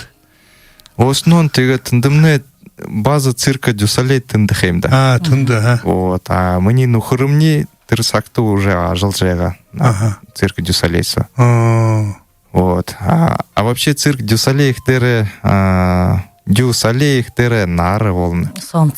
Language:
Buriat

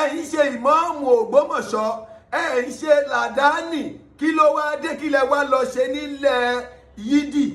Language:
Yoruba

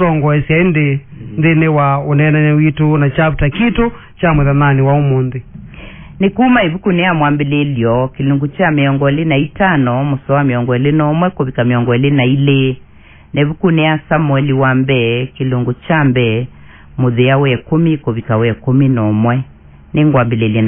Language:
Kamba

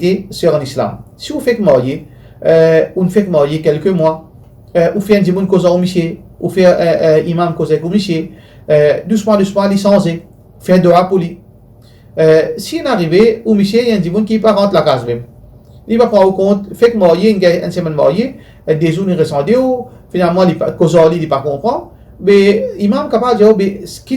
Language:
Morisyen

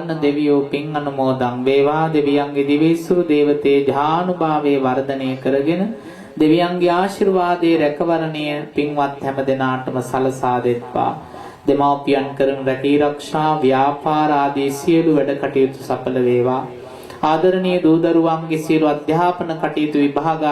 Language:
Sinhala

